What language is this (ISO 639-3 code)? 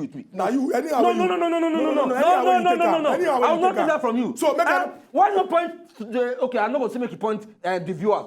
pcm